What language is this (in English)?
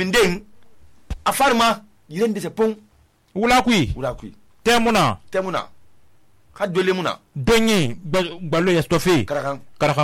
Susu